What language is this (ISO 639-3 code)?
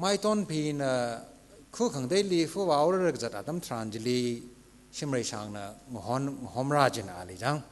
nmf